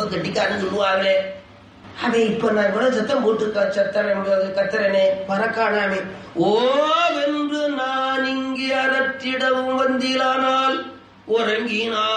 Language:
Tamil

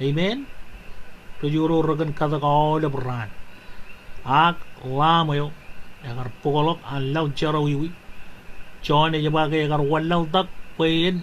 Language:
Marshallese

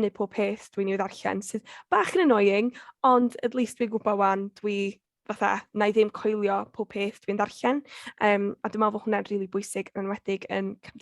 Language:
Welsh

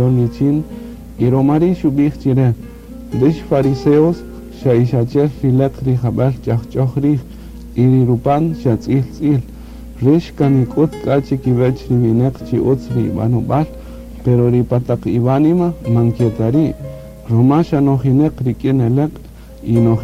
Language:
Kaqchikel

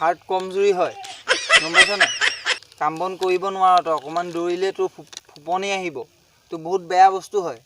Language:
Assamese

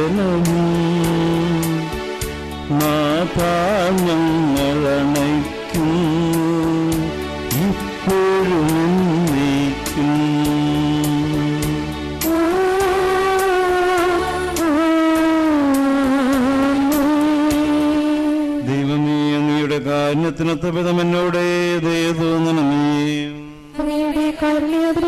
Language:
Malayalam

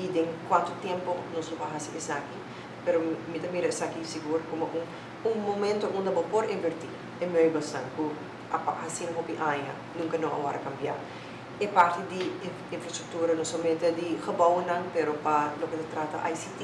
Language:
Papiamento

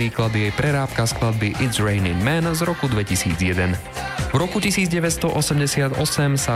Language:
Slovak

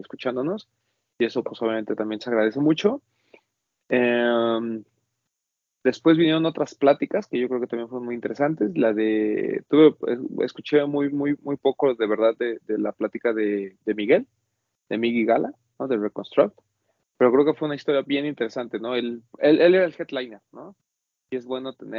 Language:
Spanish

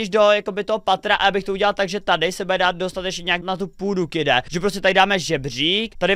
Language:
Czech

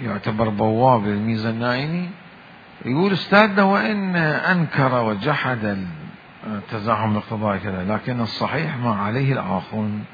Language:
Mesopotamian Arabic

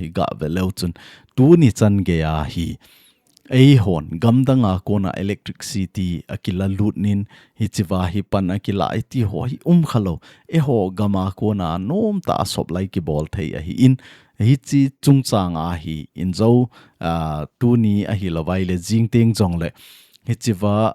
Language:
Thado Chin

